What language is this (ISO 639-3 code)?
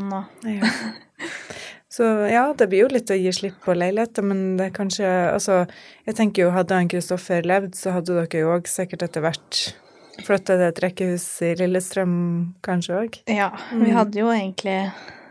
nor